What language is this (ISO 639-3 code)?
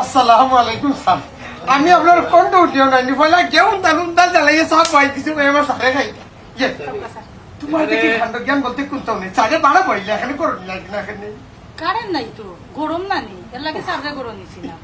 syl